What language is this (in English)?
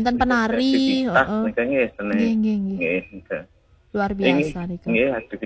Balinese